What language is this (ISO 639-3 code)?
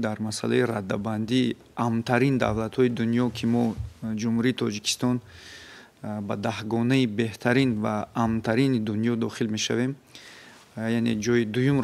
tgk